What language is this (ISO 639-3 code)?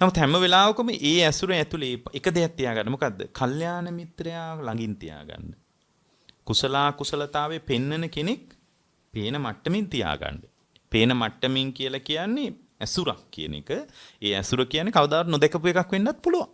sin